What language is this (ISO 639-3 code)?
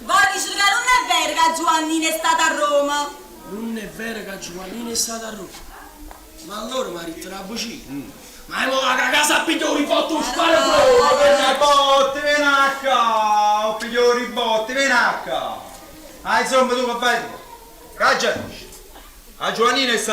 nap